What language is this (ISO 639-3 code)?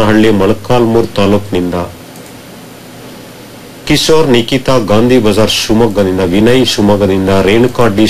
kan